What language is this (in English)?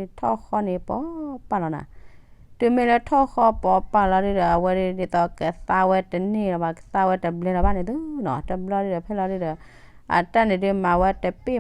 S'gaw Karen